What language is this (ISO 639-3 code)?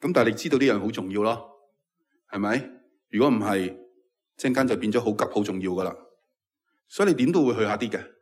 yue